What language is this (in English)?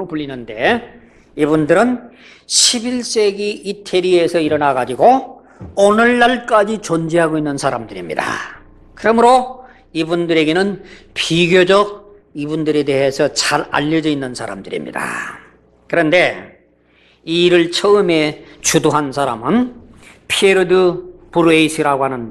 Korean